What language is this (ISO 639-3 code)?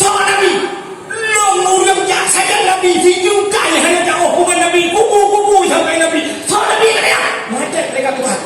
ace